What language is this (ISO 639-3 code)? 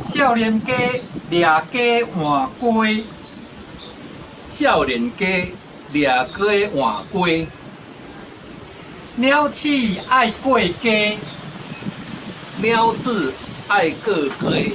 nan